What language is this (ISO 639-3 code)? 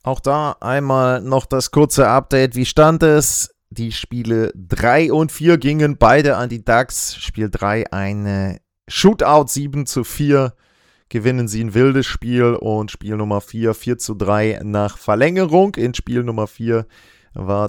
deu